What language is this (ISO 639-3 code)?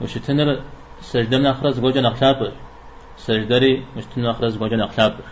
kbd